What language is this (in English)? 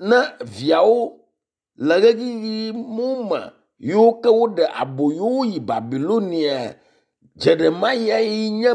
Ewe